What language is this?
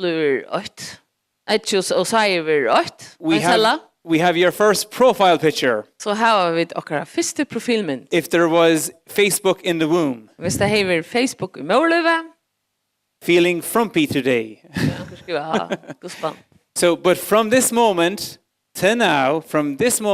Faroese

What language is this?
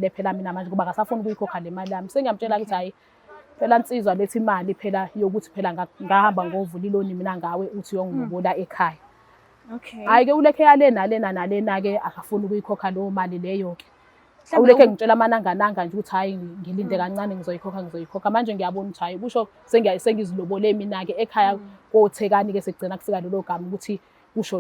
Zulu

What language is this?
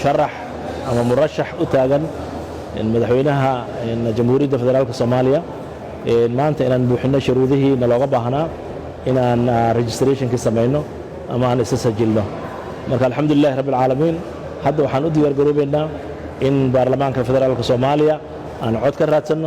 Somali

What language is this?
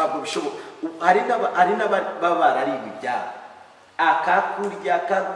Kinyarwanda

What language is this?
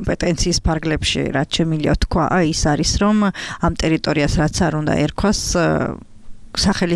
Georgian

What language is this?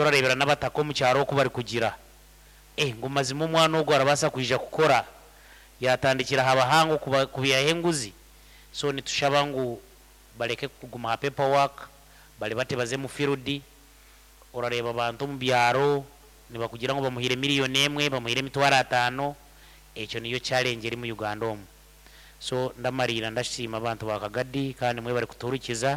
Nyankole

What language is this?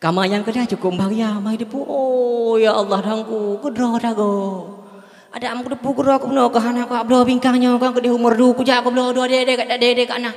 Achinese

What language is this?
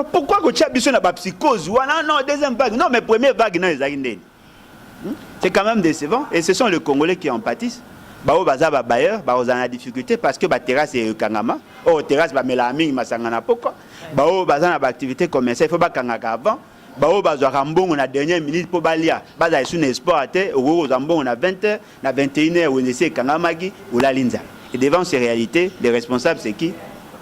Lingala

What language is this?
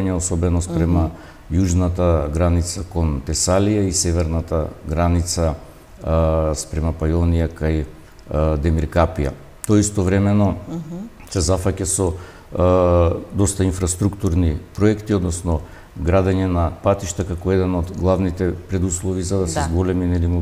Macedonian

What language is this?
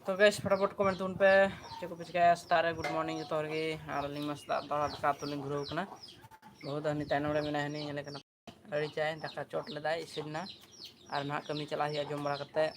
Santali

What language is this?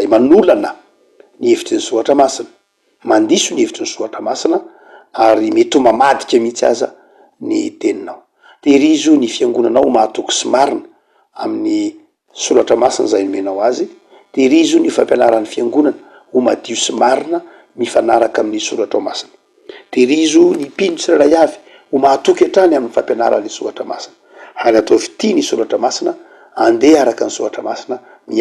Malagasy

